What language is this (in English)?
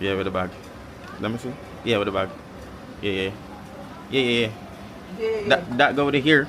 Jamaican Creole English